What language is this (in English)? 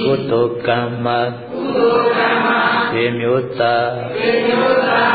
Burmese